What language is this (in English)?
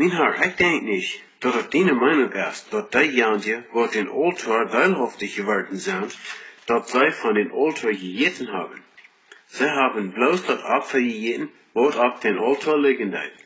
Plautdietsch